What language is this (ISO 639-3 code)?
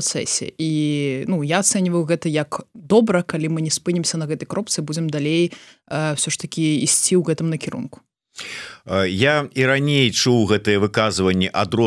bel